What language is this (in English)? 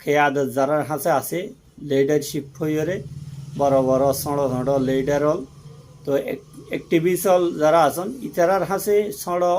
Rohingya